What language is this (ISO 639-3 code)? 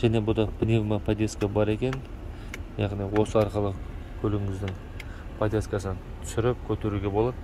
kaz